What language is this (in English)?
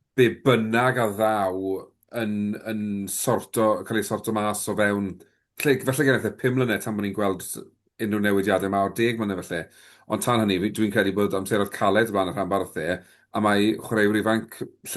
Welsh